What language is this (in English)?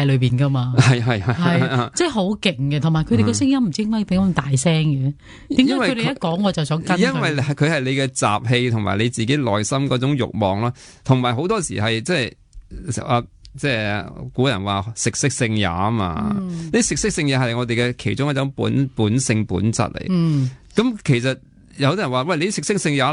Cantonese